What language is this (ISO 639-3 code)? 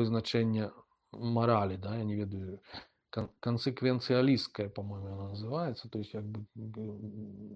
bel